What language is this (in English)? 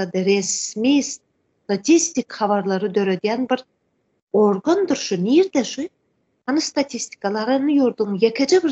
Turkmen